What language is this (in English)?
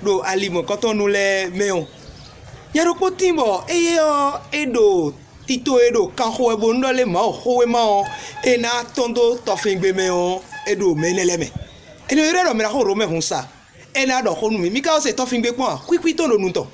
Fon